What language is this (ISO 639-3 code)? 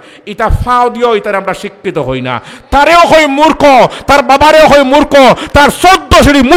syl